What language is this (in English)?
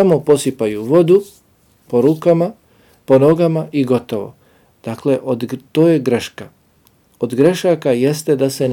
Bosnian